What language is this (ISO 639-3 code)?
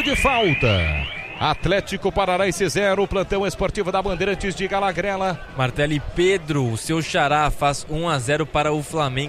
por